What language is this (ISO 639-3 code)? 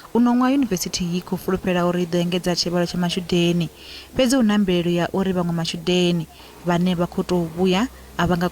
ven